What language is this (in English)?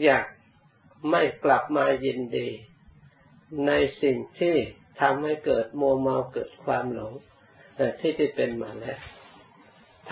Thai